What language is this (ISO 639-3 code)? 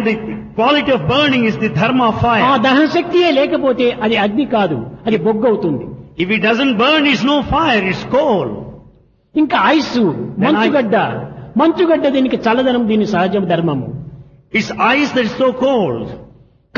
tel